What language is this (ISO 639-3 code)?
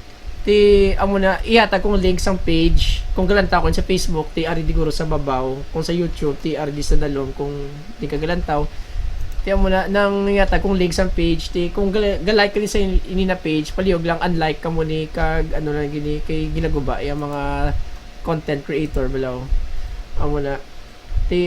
hil